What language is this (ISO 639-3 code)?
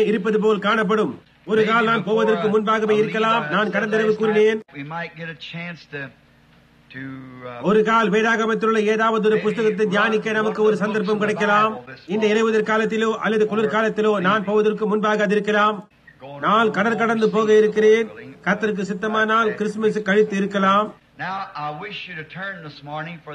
tam